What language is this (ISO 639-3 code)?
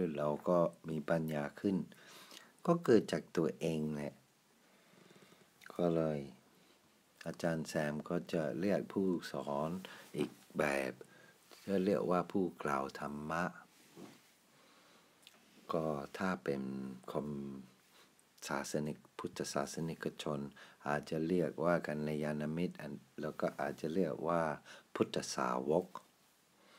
tha